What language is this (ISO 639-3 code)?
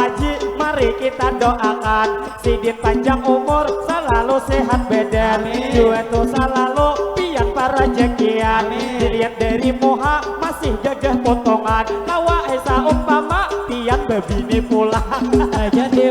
bjn